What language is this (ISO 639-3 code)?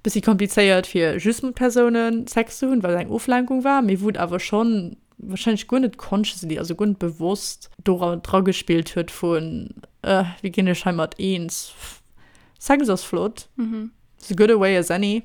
ltz